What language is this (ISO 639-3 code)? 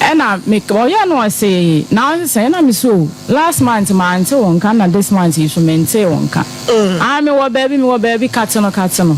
aka